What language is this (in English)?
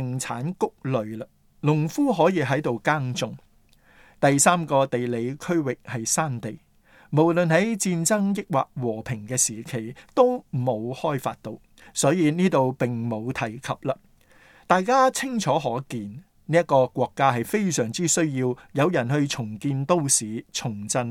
Cantonese